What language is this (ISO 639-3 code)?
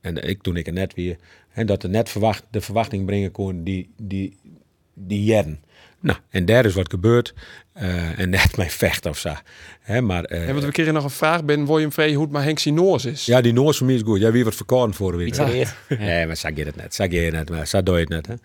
fry